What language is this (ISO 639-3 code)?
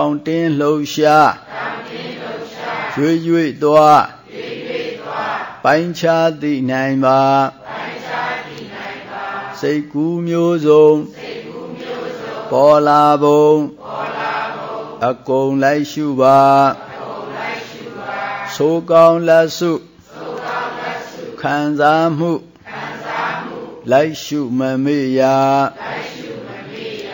mya